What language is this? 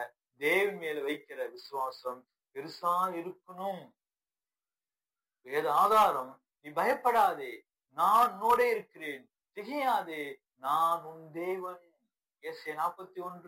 Tamil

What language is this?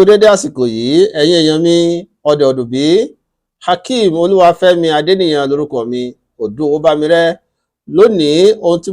Yoruba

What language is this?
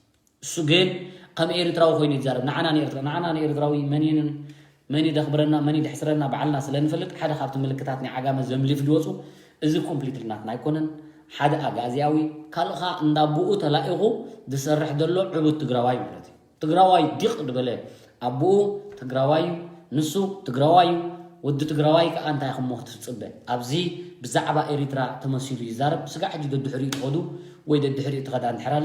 Tigrinya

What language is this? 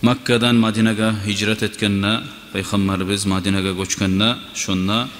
Kumyk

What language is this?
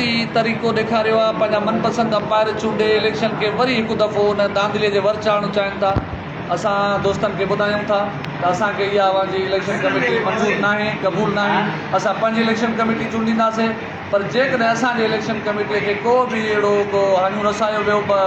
Sindhi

